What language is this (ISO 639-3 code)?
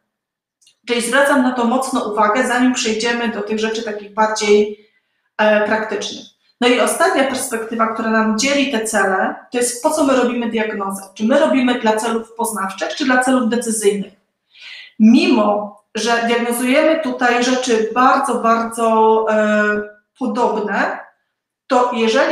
pol